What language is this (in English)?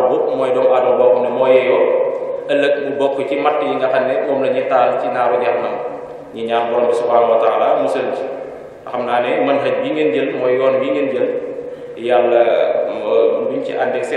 Wolof